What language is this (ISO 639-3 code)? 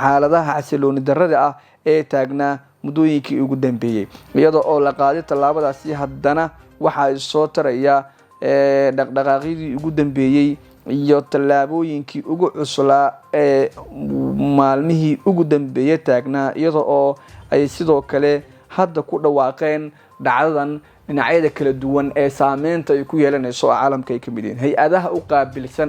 som